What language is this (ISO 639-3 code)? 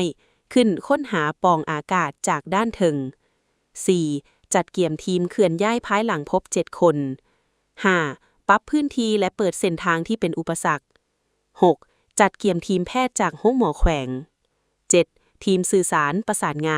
lao